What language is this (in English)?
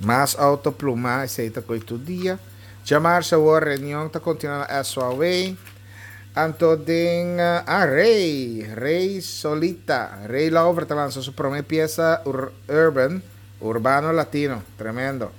Papiamento